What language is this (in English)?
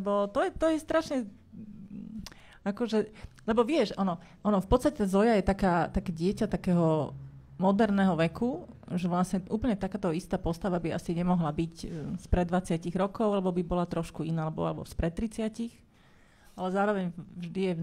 Slovak